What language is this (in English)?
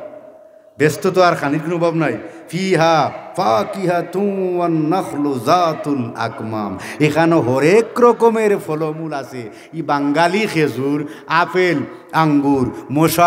Sylheti